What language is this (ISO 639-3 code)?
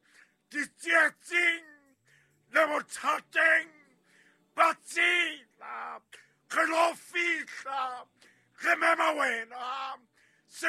sot